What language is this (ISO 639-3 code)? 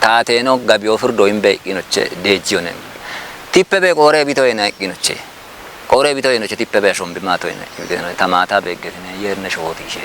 kbr